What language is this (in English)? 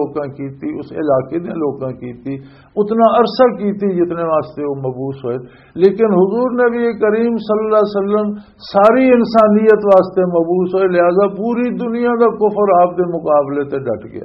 Western Panjabi